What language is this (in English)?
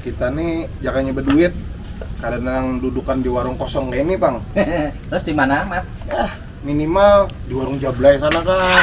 Banjar